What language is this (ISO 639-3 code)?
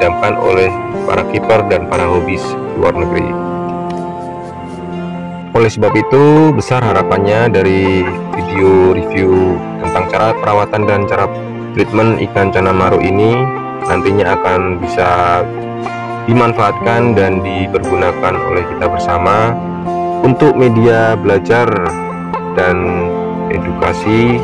ind